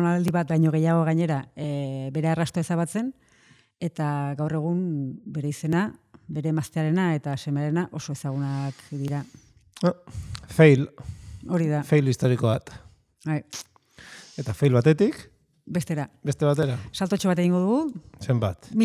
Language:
Basque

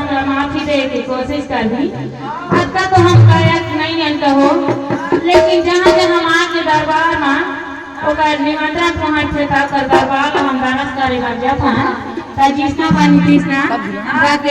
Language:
Chhattisgarhi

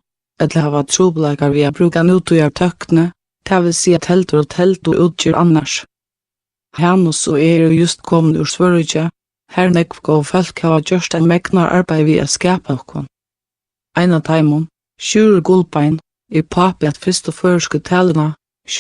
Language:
Faroese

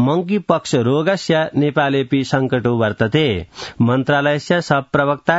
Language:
Sanskrit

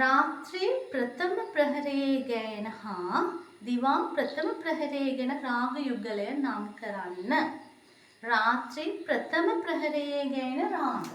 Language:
Sinhala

